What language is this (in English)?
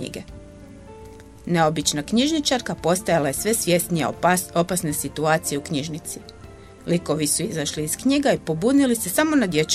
Croatian